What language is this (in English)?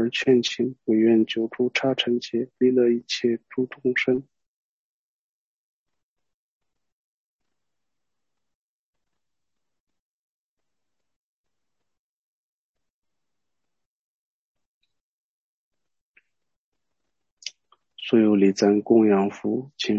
Chinese